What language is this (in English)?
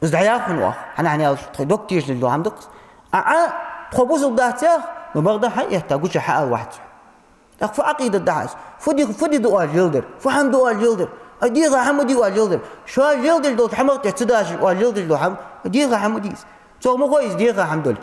Ingush